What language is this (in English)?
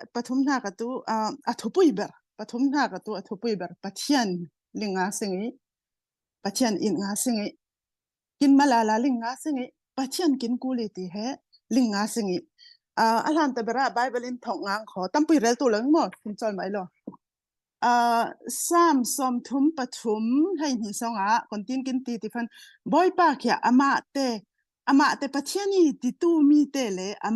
Falam Chin